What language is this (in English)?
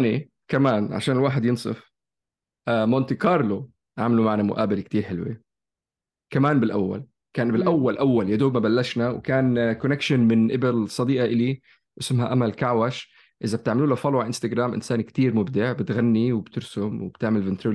North Levantine Arabic